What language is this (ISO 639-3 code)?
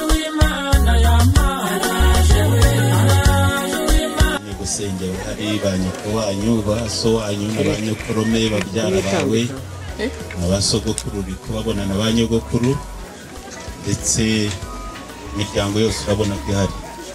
kin